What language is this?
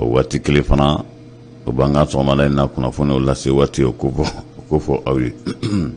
Bambara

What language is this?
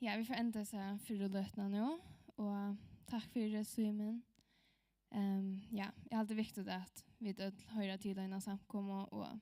Faroese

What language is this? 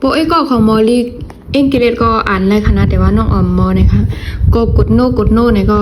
Shan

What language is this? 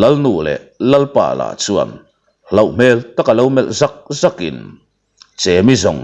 Mizo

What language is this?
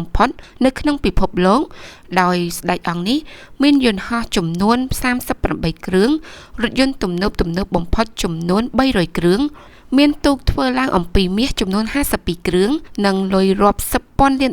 Khmer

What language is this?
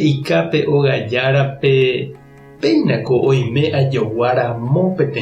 Guarani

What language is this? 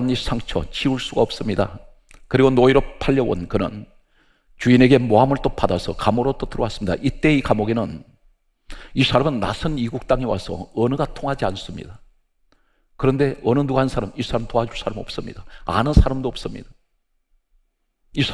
Korean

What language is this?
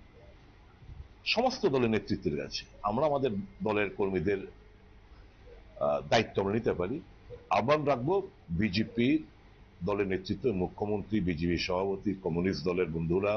Bangla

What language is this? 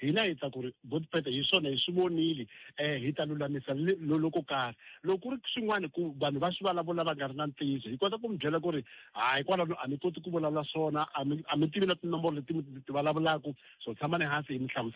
Tsonga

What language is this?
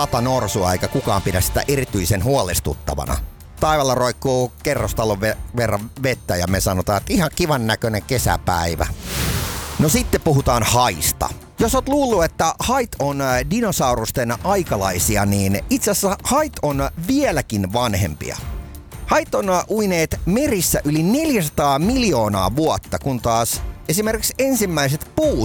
Finnish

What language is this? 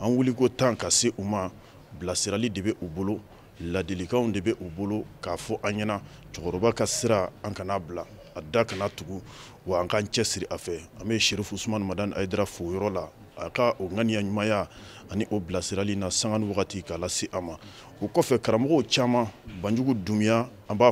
Bambara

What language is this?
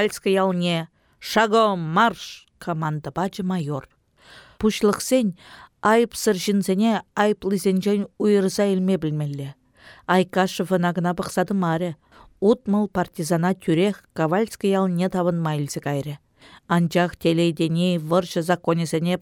Chuvash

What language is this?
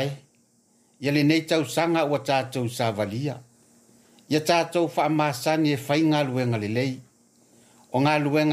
Samoan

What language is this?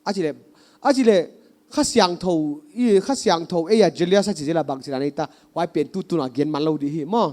Paite Chin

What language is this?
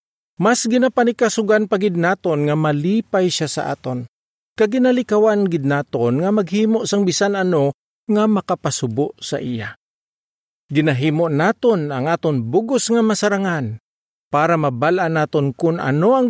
Hiligaynon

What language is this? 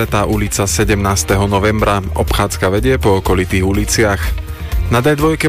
Slovak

